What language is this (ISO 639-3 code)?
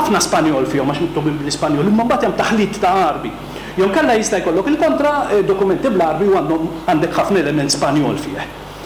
mlt